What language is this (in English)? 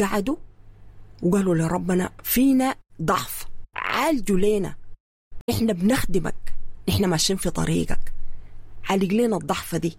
Sudanese Arabic